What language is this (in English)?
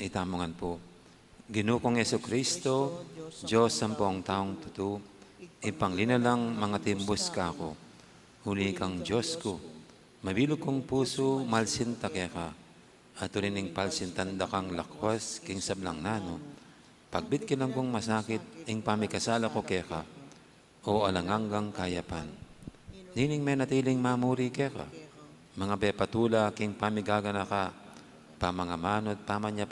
Pampanga